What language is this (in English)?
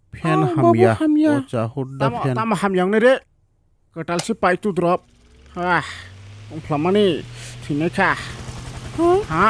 Kok Borok